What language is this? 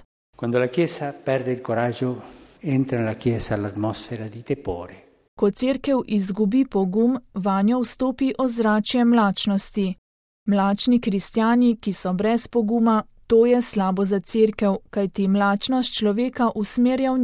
Slovenian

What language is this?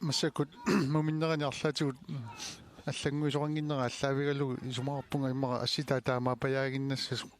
Kalaallisut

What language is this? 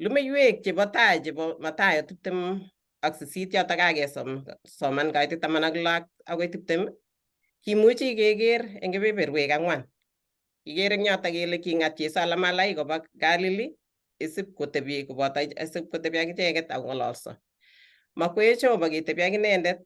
Kalenjin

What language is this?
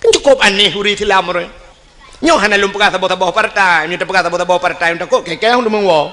Achinese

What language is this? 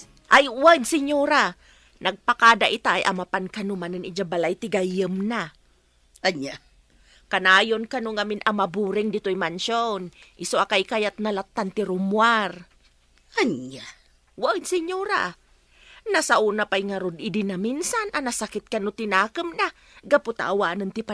Iloko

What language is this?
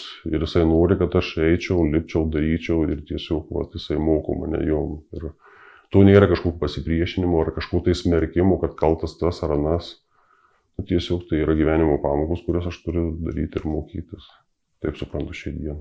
Lithuanian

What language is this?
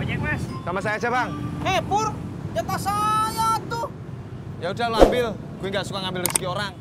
Betawi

